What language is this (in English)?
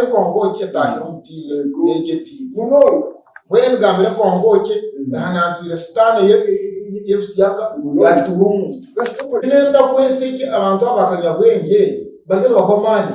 Nyankole